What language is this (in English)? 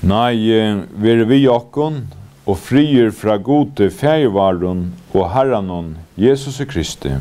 Faroese